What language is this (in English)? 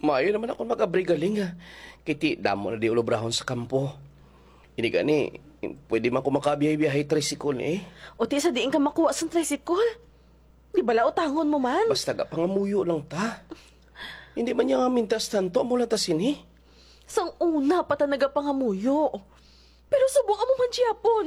Hiligaynon